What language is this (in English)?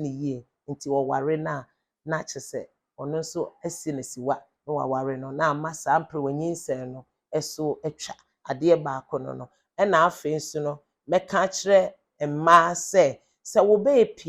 Akan